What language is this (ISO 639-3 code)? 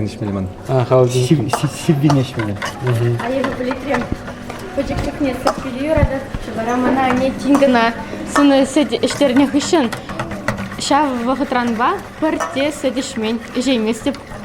chv